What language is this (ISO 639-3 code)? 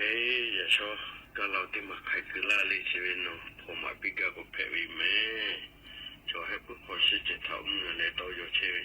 lhu